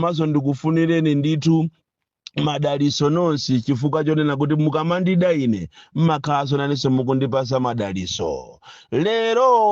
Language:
Nyanja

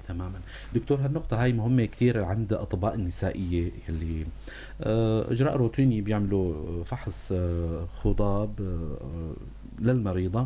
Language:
North Levantine Arabic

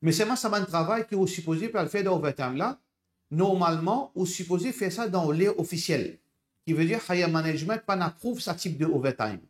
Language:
Morisyen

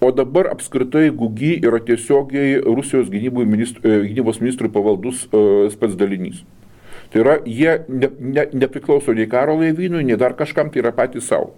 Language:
Lithuanian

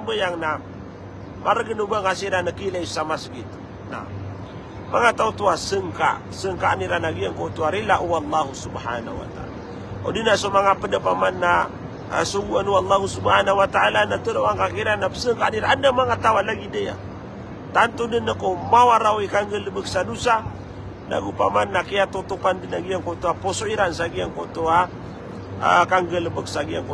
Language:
Maranao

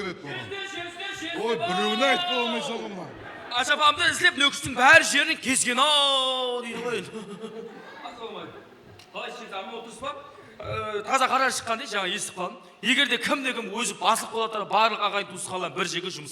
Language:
Kara-Kalpak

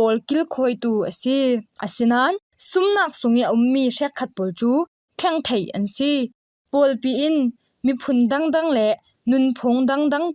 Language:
Falam Chin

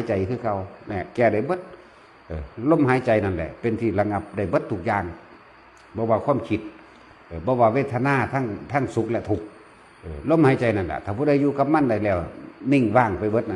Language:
Northeastern Thai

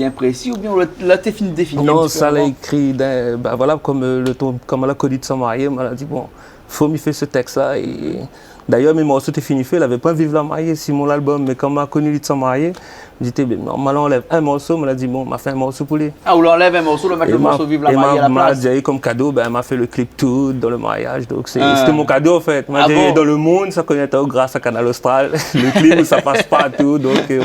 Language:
Réunion Creole French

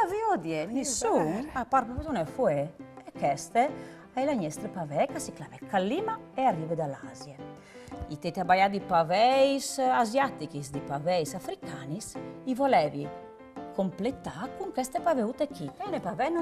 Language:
Friulian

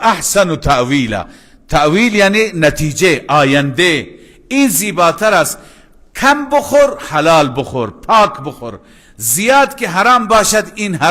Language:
Persian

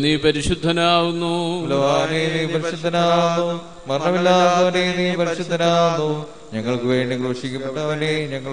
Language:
Malayalam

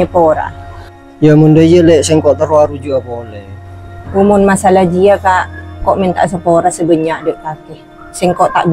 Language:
Madurese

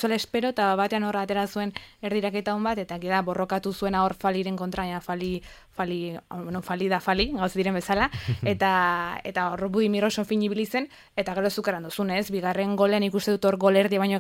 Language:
Basque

